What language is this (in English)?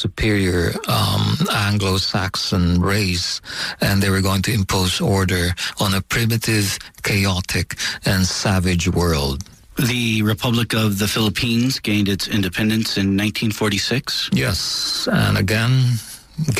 English